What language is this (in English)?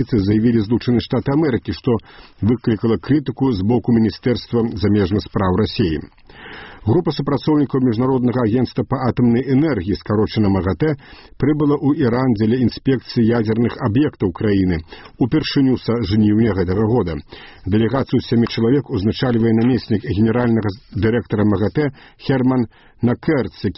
Belarusian